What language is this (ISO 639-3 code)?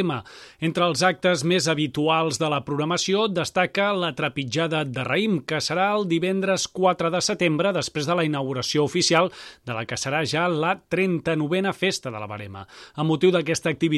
cat